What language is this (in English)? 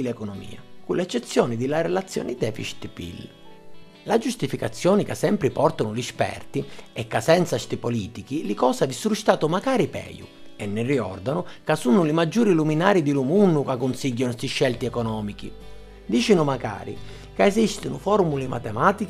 Sicilian